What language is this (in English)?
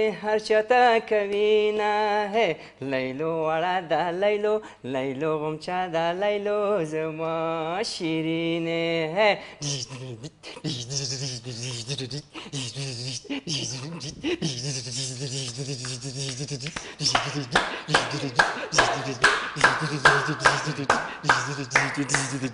Persian